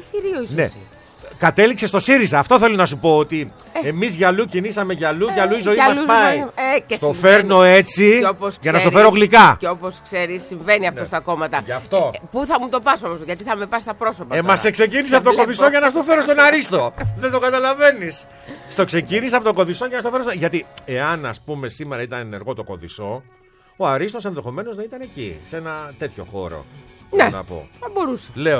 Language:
Greek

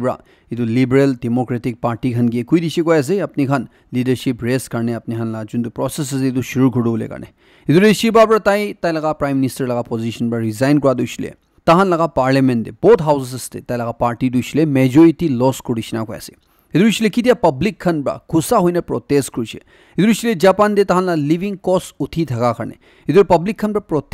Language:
Naga Pidgin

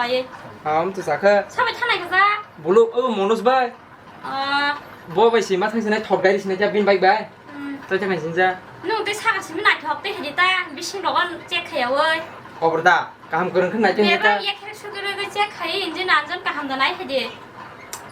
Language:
Kok Borok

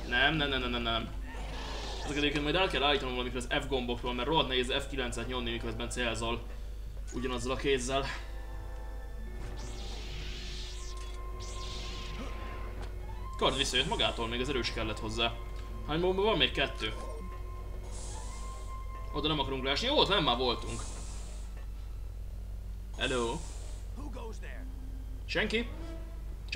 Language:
Hungarian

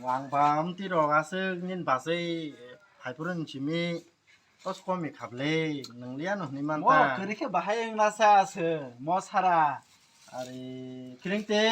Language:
Kok Borok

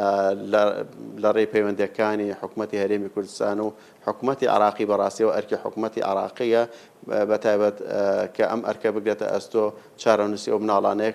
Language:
Central Kurdish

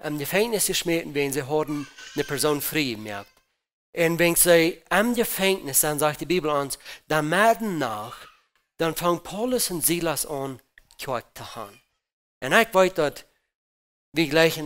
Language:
Plautdietsch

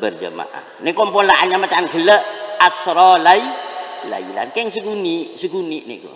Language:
Madurese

